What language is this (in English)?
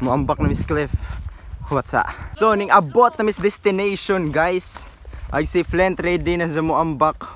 Cebuano